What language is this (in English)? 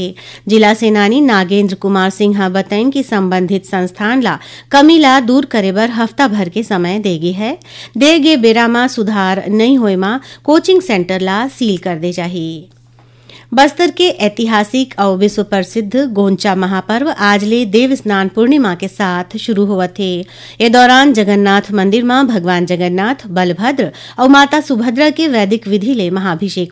Chhattisgarhi